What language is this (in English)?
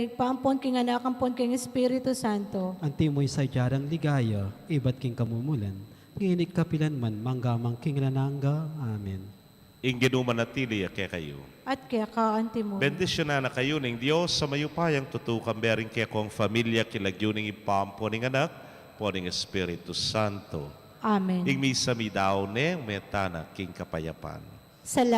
Pampanga